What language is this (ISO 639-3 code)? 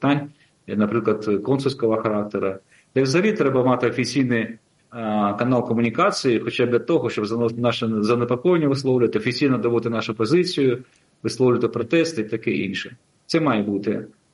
ukr